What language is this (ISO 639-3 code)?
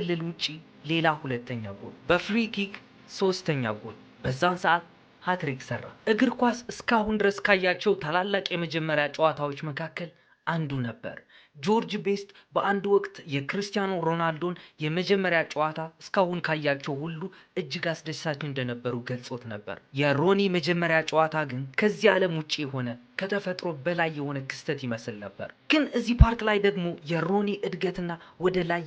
amh